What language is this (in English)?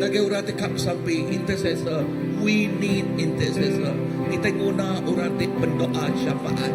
Iban